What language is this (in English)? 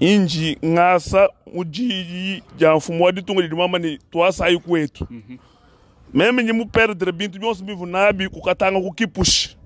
Luba-Lulua